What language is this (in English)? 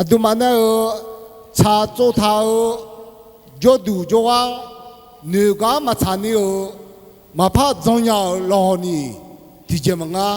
Akha